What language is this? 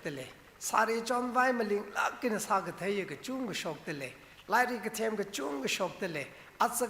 Tangkhul Naga (India)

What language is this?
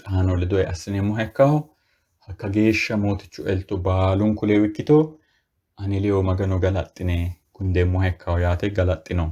Sidamo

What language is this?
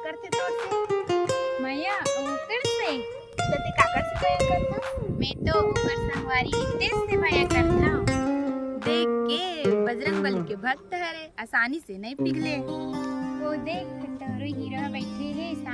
Chhattisgarhi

